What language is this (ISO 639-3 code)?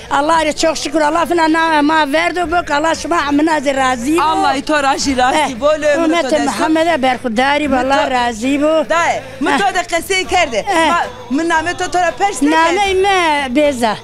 zza